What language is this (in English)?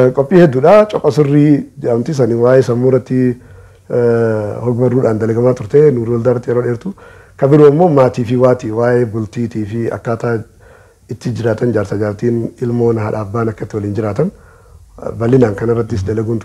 Oromo